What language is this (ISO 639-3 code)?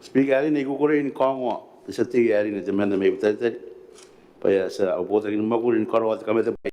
gil